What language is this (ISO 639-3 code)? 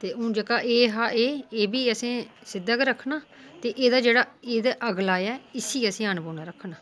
doi